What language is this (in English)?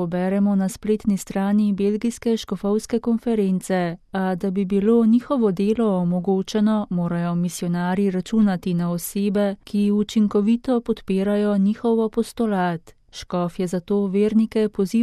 Slovenian